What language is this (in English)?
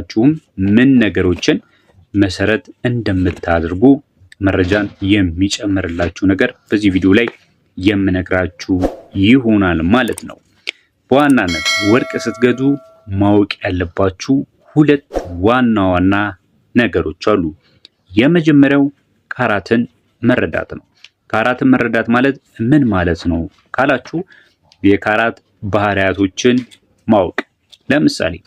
Amharic